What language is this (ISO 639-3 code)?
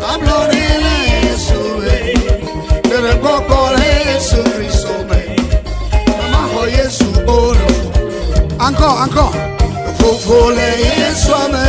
ewe